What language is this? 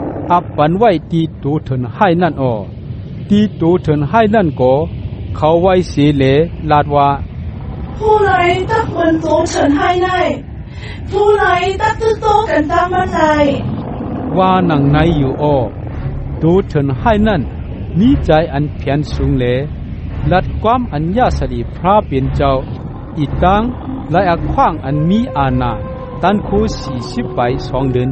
Shan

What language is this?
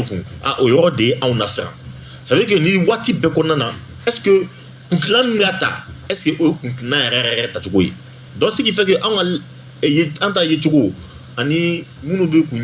Bambara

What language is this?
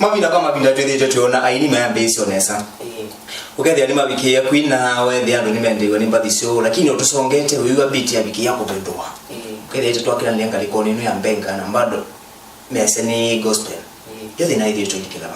Kamba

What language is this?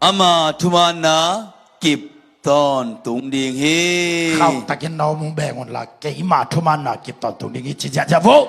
Tedim Chin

